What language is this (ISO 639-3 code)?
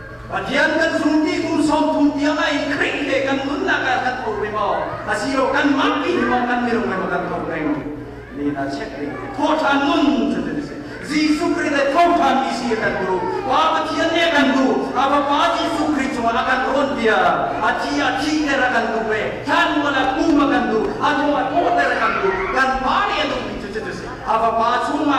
cnh